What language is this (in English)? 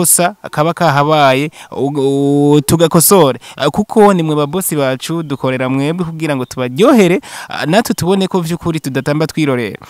Rundi